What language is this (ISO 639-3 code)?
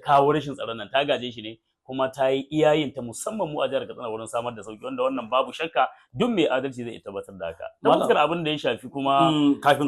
hau